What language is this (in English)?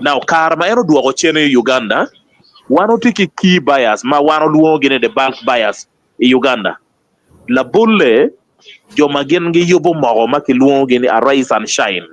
Acoli